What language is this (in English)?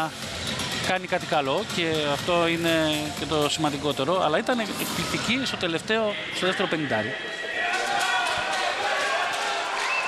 Greek